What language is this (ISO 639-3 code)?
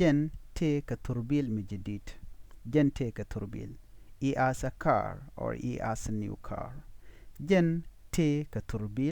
nus